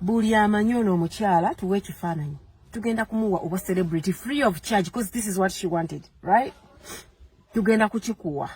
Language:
Ganda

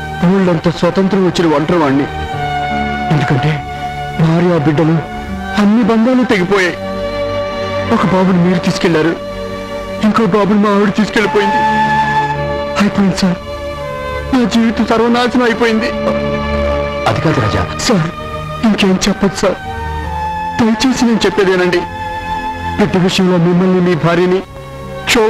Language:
Telugu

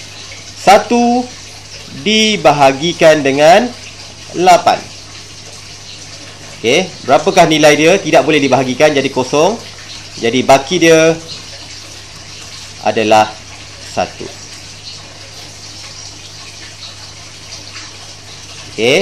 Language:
Malay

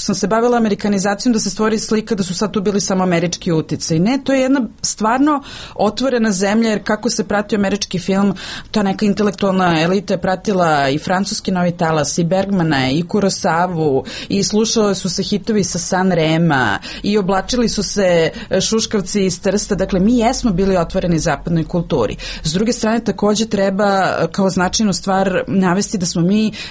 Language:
Serbian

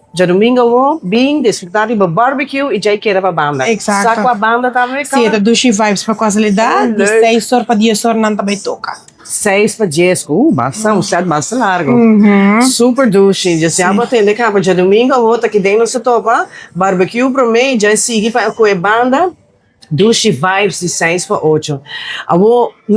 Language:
Papiamento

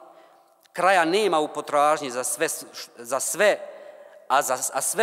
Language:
Bosnian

